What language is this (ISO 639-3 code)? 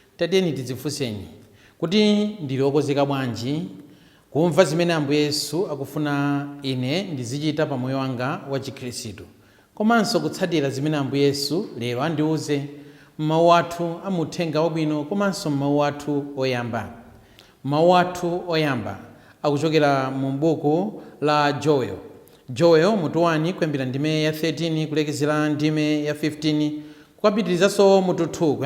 nya